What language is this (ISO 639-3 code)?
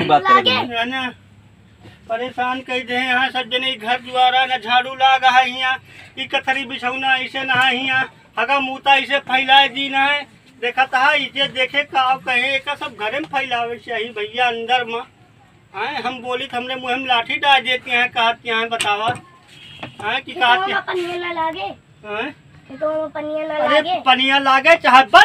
awa